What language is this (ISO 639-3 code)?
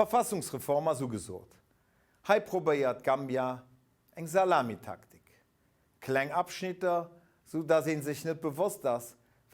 ltz